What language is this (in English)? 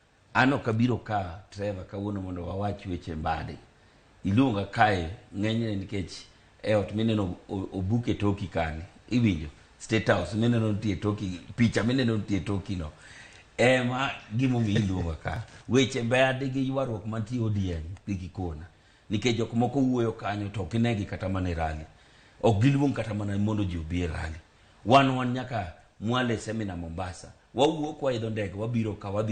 Luo (Kenya and Tanzania)